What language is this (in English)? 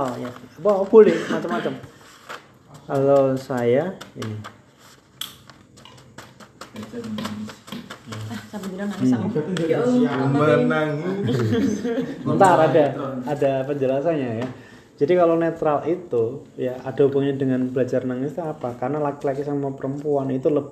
Indonesian